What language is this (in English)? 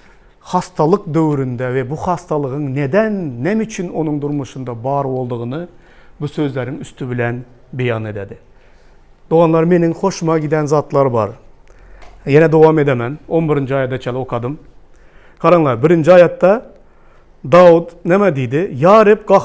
Turkmen